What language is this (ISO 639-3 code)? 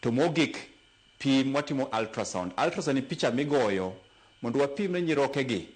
luo